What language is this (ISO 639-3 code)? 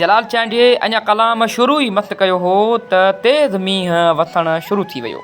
snd